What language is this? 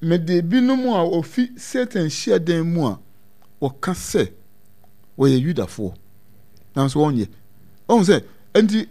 Akan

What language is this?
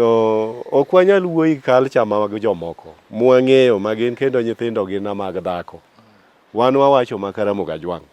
Luo (Kenya and Tanzania)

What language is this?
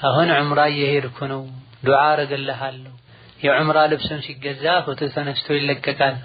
Amharic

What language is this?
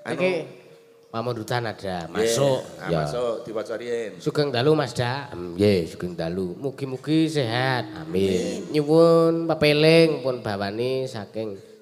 Javanese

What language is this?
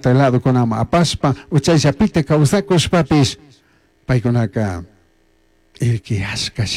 Chimborazo Highland Quichua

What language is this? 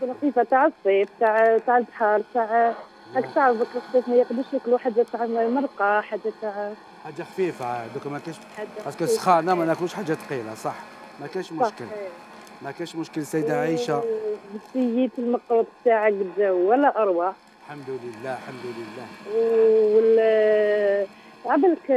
Algerian Arabic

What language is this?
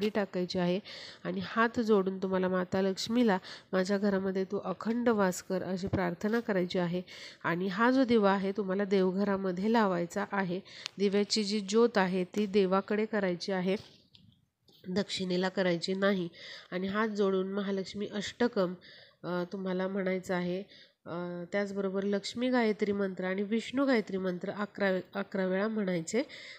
Marathi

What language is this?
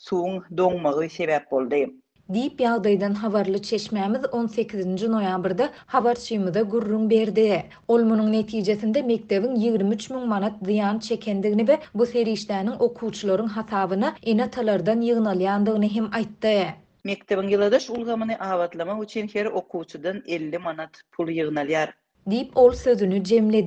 Turkmen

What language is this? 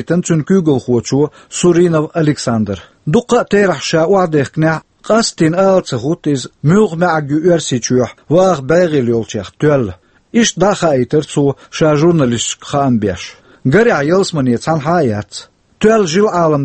Chechen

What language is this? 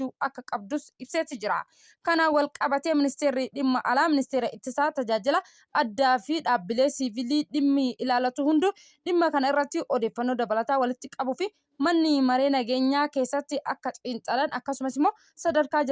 Oromo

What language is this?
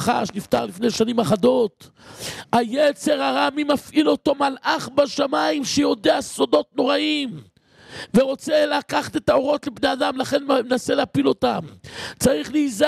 Hebrew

